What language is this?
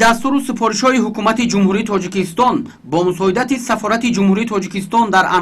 Tajik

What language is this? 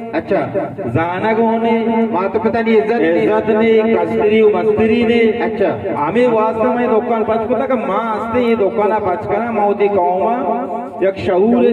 Baluchi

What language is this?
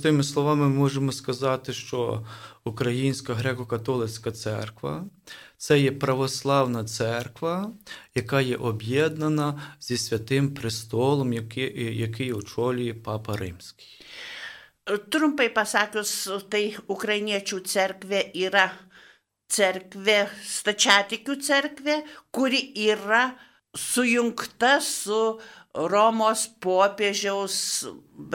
Lithuanian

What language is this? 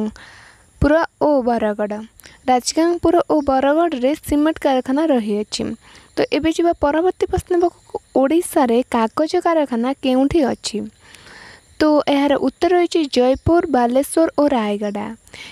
Odia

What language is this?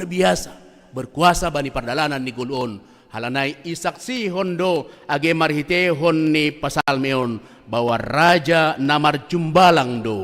Batak Simalungun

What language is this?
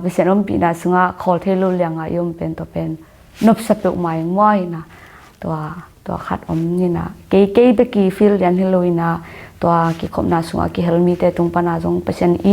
Tedim Chin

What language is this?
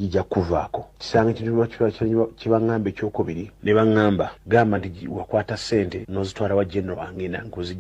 Ganda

